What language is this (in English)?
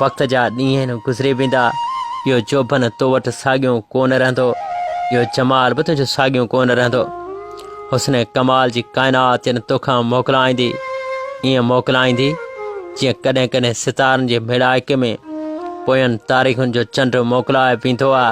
Sindhi